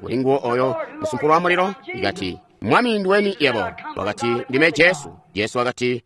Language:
Tonga (Zambia)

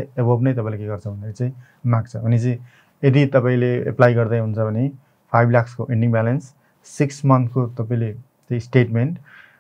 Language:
Nepali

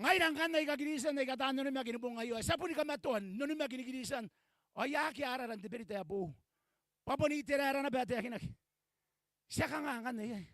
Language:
Gilbertese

